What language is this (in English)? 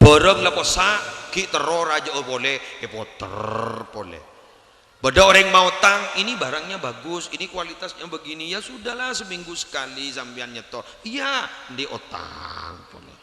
Madurese